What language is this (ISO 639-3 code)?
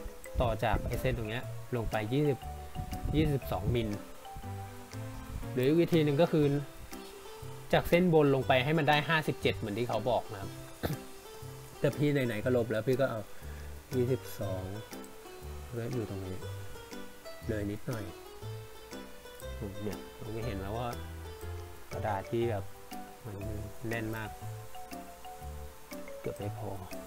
tha